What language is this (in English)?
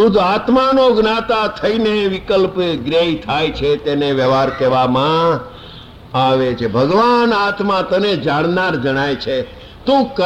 Gujarati